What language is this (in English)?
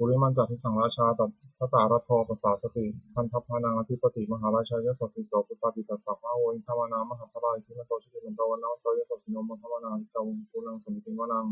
Pali